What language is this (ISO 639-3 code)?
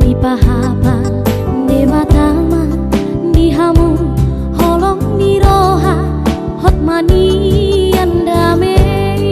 bbc